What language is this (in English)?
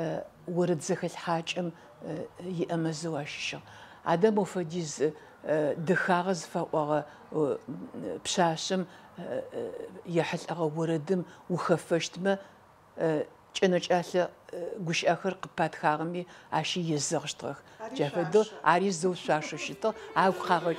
Adyghe